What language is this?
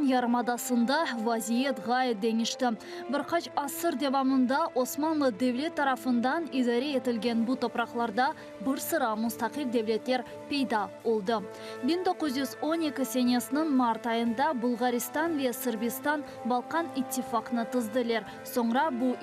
Crimean Tatar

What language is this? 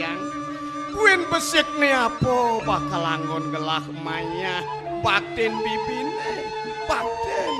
Balinese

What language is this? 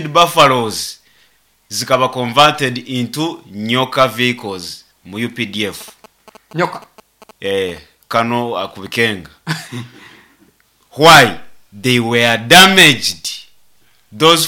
Nyoro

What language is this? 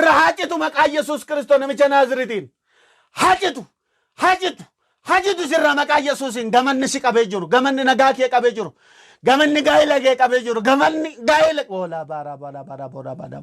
Oromo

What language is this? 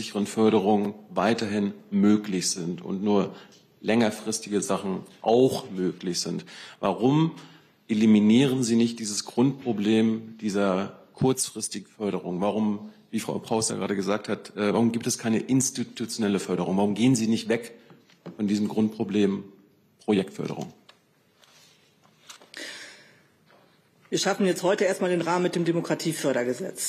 German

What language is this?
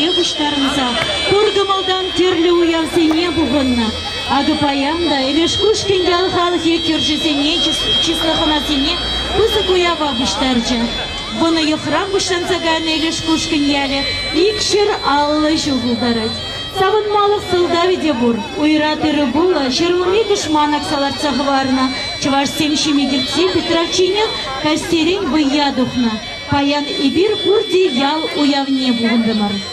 Chuvash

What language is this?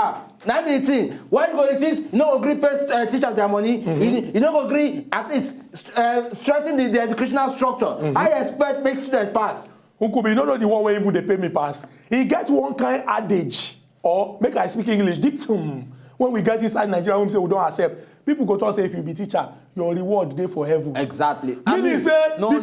Nigerian Pidgin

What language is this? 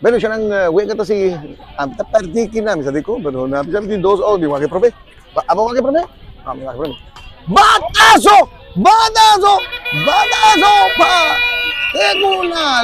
Papiamento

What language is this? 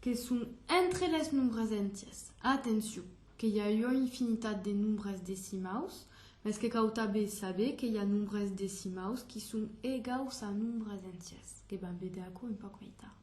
Occitan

